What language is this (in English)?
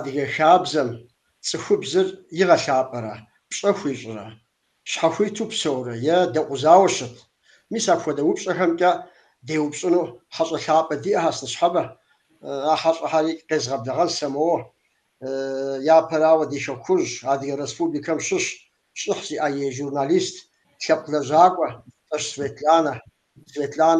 Kabardian